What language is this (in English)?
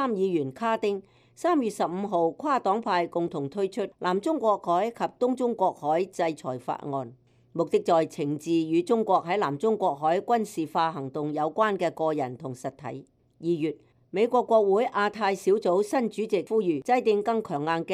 Cantonese